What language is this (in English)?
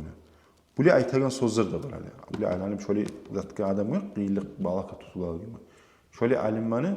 Kumyk